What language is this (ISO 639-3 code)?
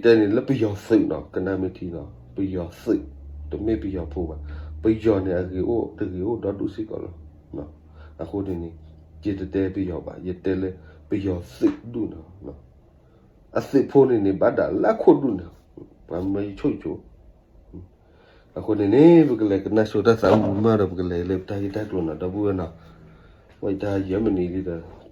ksw